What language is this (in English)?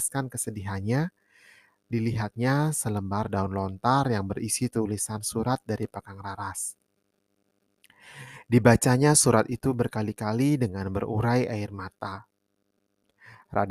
Indonesian